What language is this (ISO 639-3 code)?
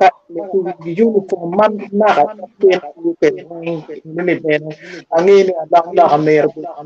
ach